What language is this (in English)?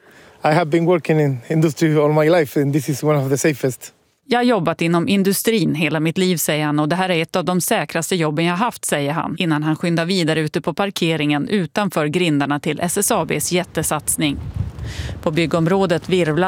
Swedish